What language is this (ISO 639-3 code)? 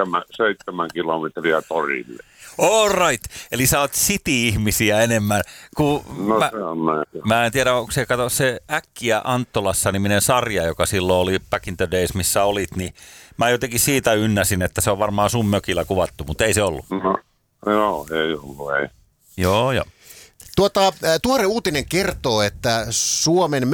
fin